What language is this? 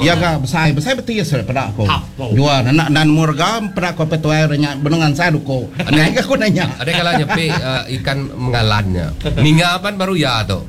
Iban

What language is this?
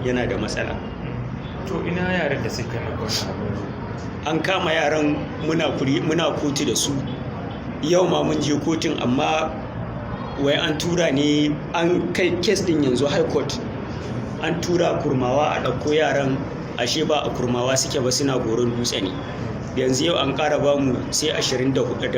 Hausa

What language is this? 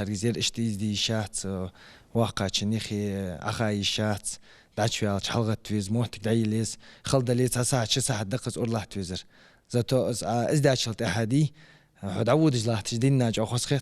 Ingush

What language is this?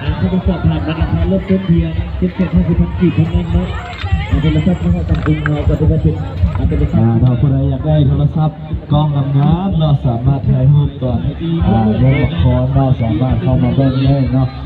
Lao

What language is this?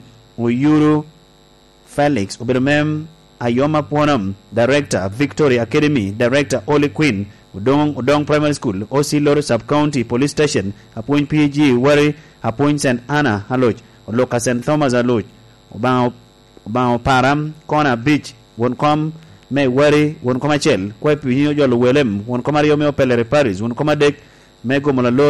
Lango (Uganda)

